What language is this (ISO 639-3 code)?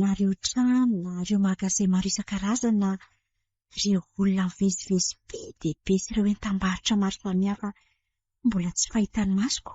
mlg